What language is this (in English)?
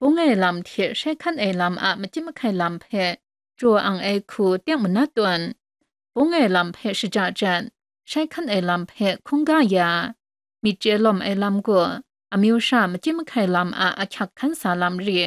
Kachin